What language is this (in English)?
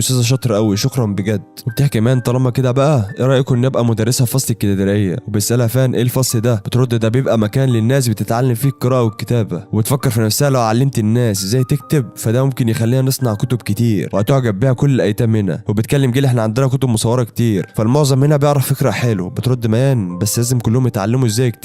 Egyptian Arabic